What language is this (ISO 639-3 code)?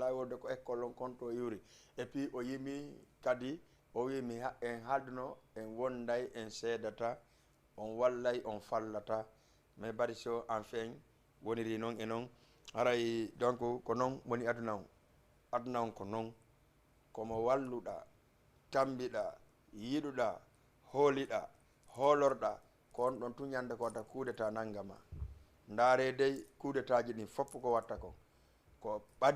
ful